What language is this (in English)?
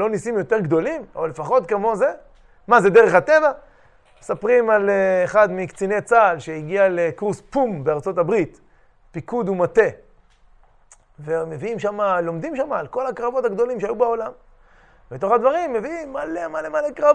Hebrew